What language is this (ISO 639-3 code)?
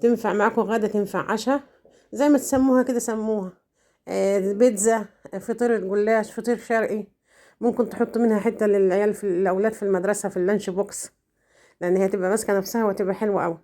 arz